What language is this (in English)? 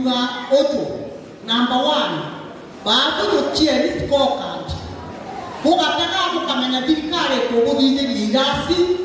Meru